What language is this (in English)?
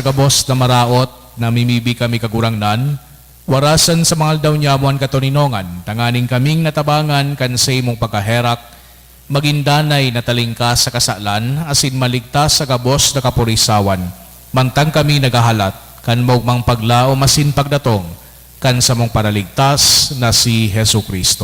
Bikol